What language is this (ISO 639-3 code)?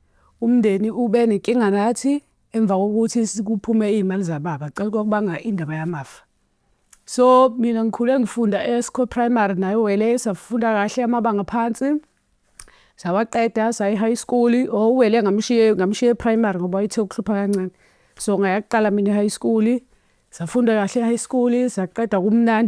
zul